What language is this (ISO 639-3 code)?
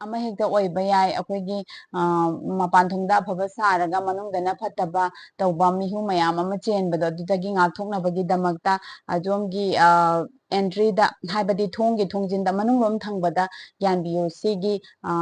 mni